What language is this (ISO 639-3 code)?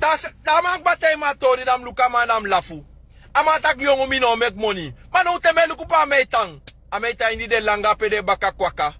srn